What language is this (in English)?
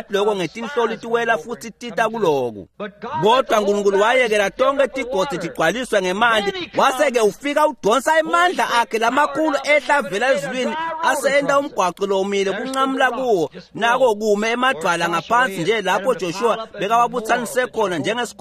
Swati